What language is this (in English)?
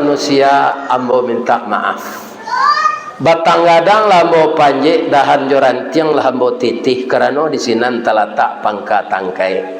Minangkabau